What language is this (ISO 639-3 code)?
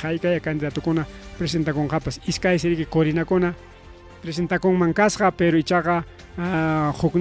quy